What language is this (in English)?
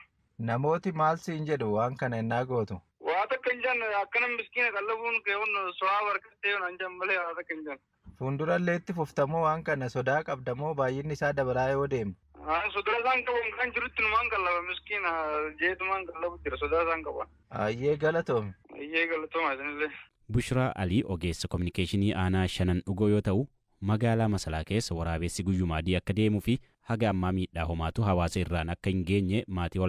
Oromo